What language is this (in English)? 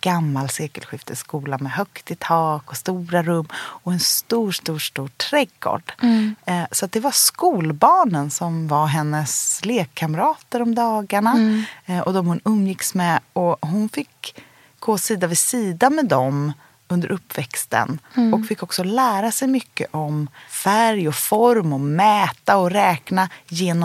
Swedish